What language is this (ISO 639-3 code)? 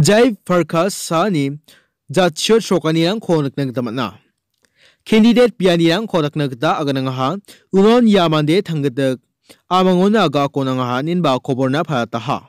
grt